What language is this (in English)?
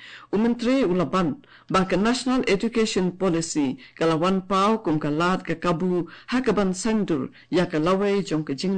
Khasi